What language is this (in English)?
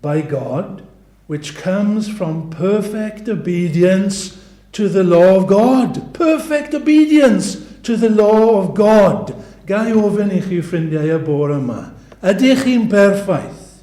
Welsh